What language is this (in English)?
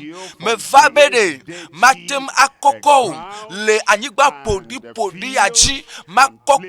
Ewe